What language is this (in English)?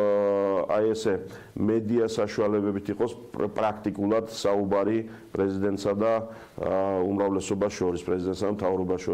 Georgian